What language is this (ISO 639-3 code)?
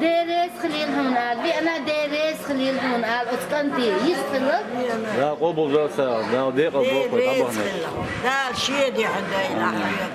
che